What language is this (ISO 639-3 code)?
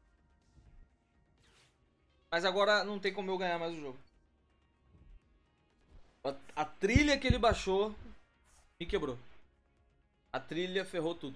por